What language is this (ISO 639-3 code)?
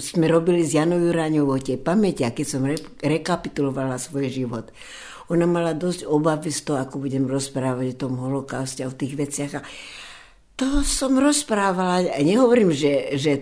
slk